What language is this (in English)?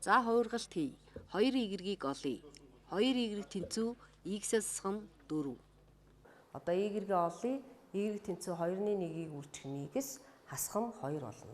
Mongolian